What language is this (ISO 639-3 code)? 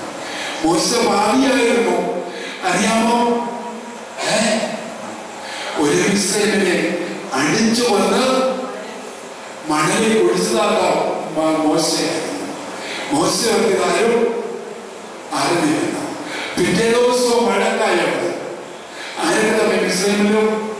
mal